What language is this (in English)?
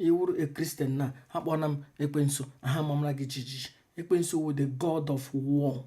Igbo